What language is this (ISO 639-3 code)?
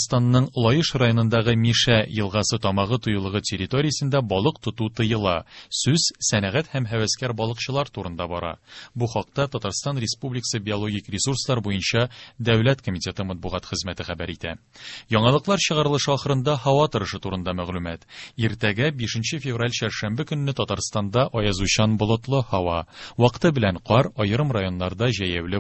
tat